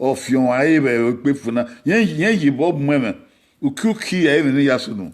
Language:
Bini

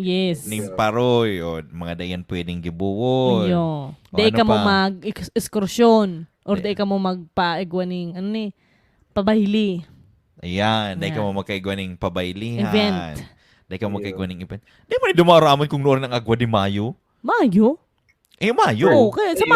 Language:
Bikol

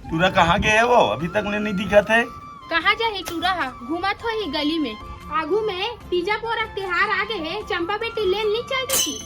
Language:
Chhattisgarhi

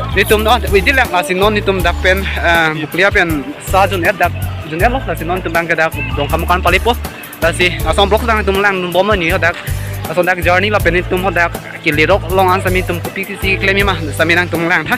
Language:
Karbi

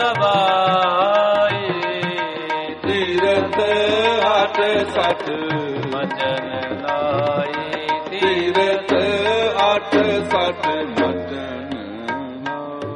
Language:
Punjabi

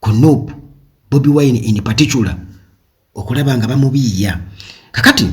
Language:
Ganda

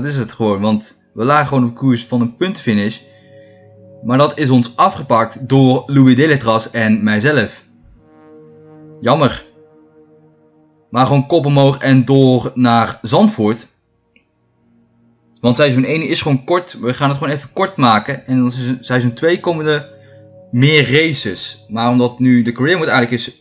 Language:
Dutch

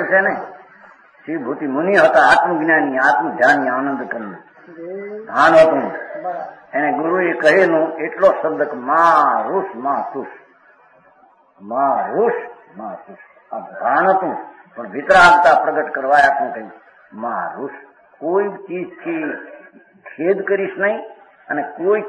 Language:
Gujarati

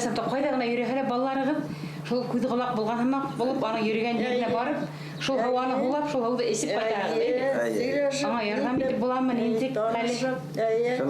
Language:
Bashkir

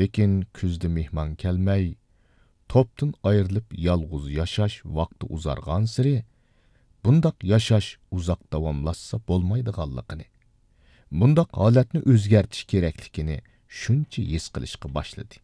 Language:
Uyghur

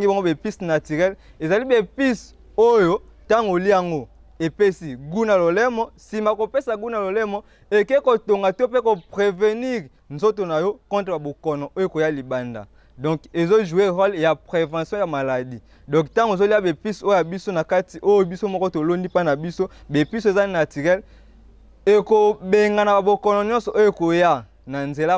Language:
Lingala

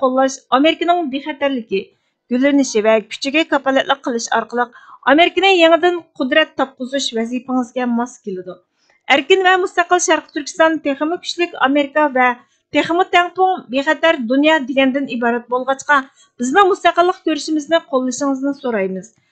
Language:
Uyghur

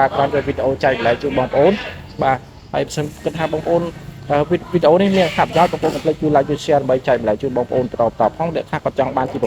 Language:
Khmer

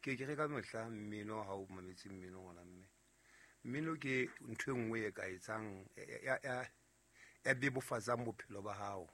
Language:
Southern Sotho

